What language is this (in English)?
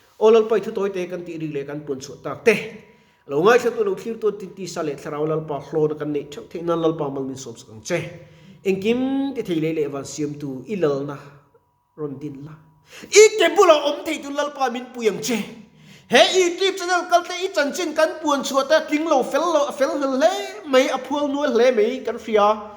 Mizo